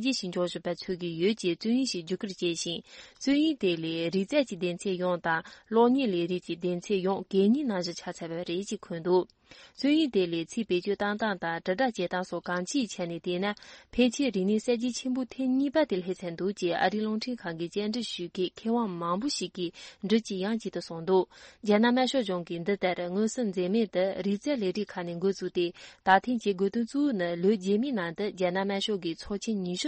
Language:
Tibetan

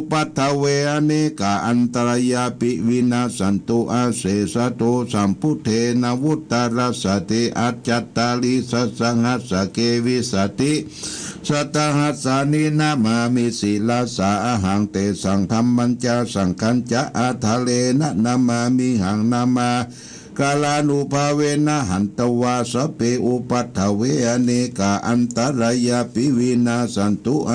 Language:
Pali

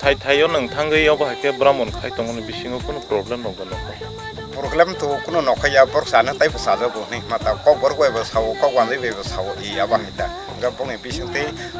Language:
Kok Borok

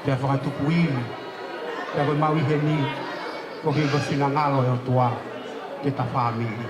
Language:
Tongan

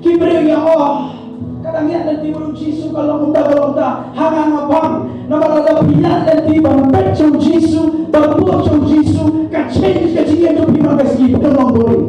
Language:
Khasi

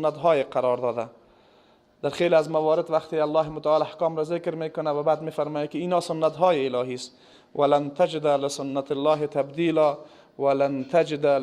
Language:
Persian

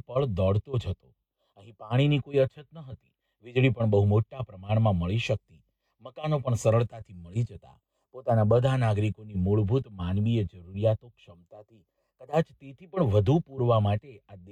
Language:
Gujarati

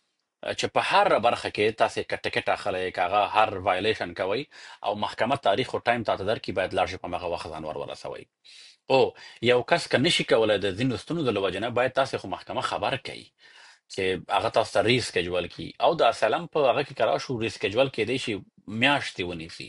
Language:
Pashto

